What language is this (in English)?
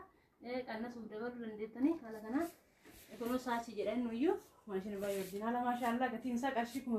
Oromo